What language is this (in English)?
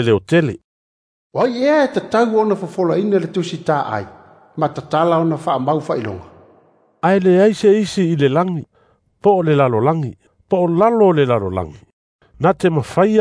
Samoan